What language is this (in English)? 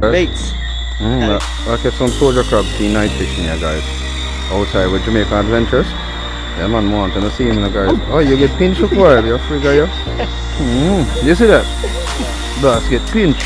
Jamaican Creole English